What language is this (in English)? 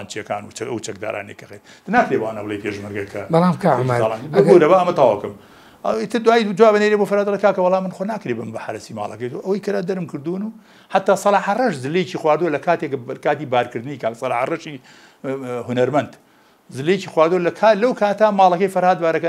Central Kurdish